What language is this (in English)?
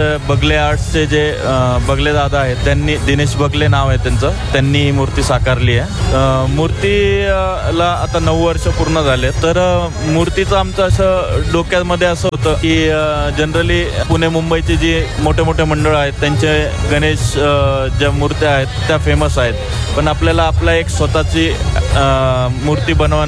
Marathi